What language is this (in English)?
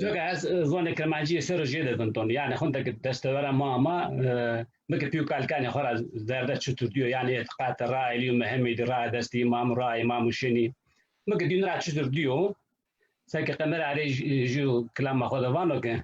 Zaza